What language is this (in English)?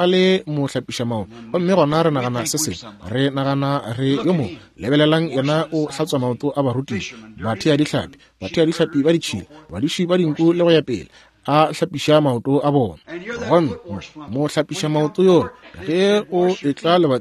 Northern Sotho